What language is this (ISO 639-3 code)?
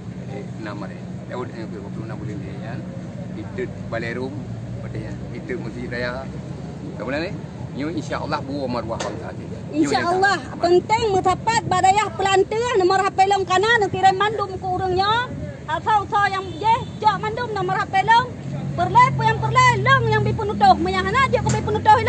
ace